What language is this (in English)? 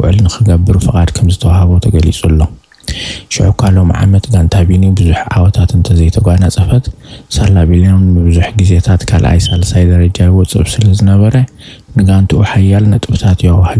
Tigrinya